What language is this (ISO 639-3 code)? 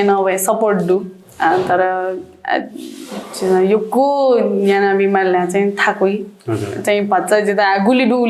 new